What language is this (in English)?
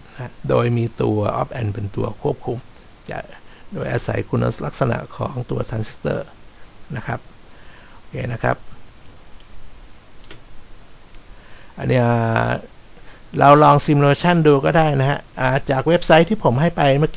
Thai